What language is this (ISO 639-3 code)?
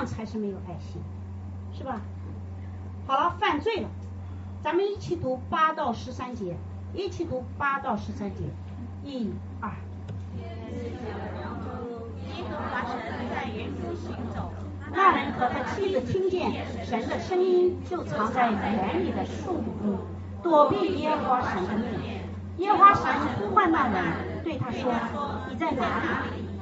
zho